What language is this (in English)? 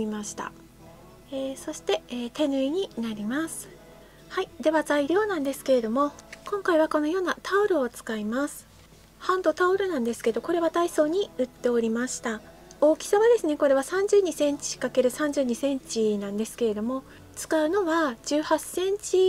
Japanese